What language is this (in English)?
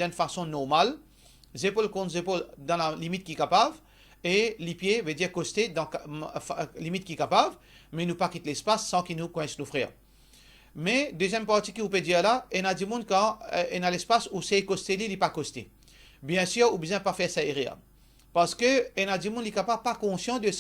Morisyen